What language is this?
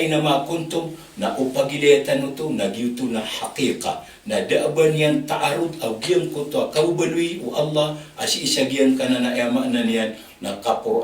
Maranao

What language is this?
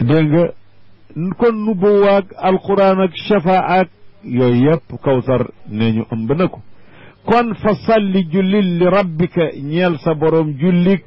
Wolof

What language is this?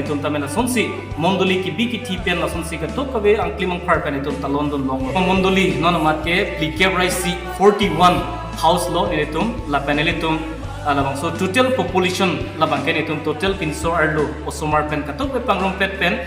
Karbi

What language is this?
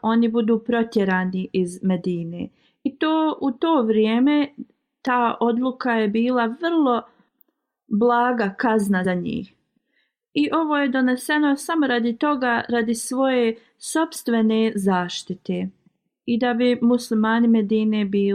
Bosnian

